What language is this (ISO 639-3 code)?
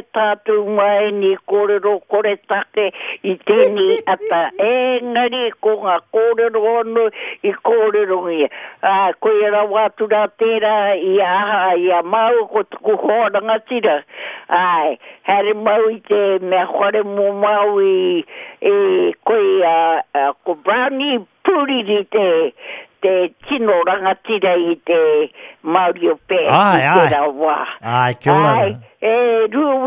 mri